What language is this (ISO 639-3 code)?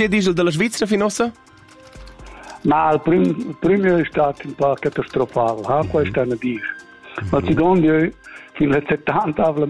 roh